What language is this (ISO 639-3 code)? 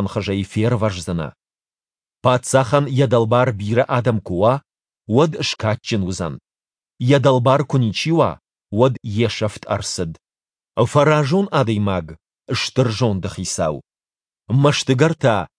oss